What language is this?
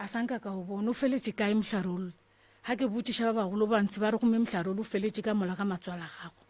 Northern Sotho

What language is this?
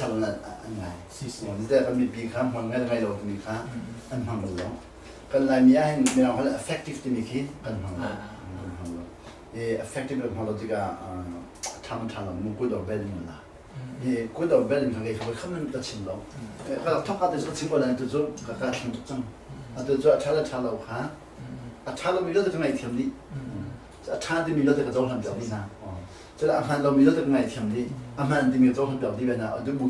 Hakha Chin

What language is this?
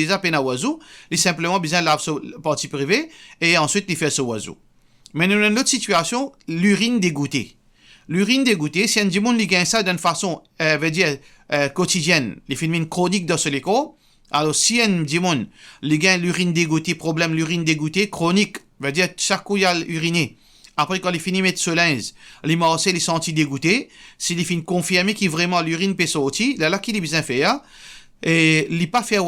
Morisyen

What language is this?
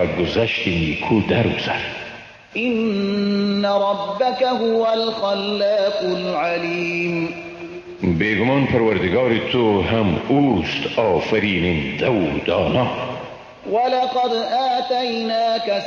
Persian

